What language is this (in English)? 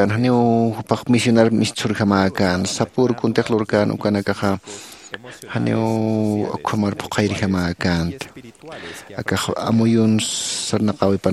Aymara